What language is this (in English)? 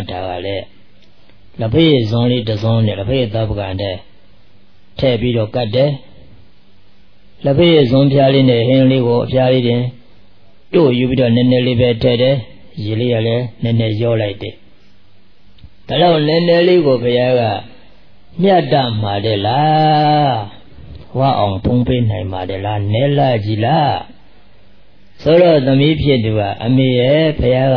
Burmese